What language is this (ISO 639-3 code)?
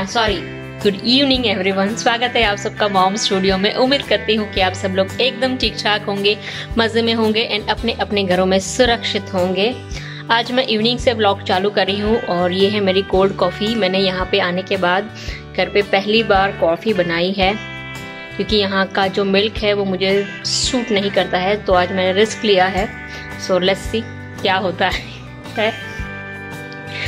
hin